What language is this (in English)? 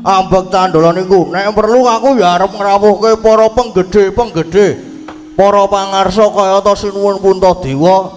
Javanese